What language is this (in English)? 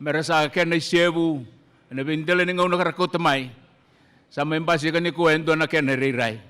Fijian